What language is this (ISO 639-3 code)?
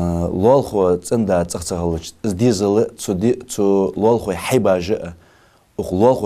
inh